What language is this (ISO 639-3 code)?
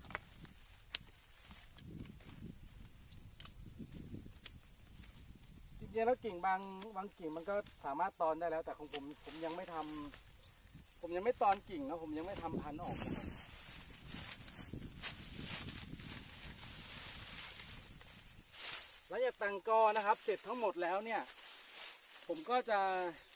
tha